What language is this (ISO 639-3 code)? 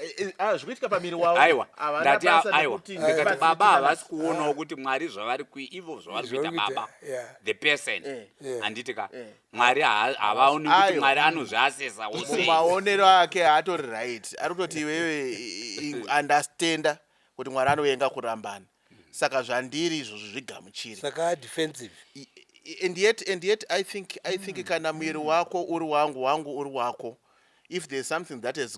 sna